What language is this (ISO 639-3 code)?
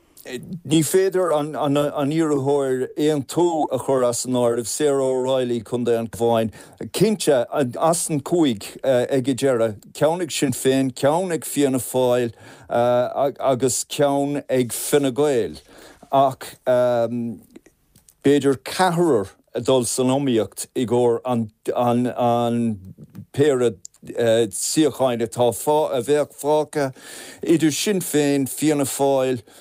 gle